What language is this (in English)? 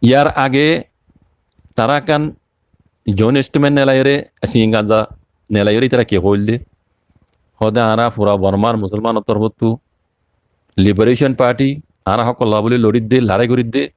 Rohingya